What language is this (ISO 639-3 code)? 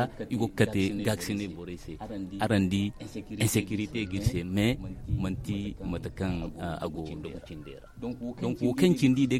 dje